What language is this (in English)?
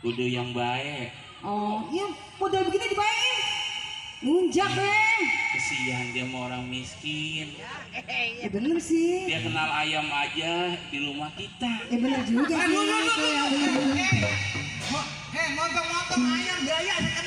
Betawi